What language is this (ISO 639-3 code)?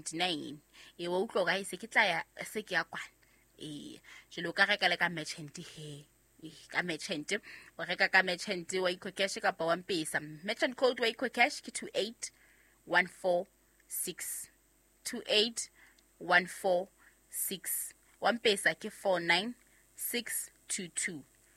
sot